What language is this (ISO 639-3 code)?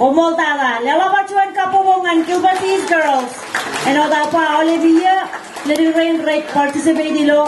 mah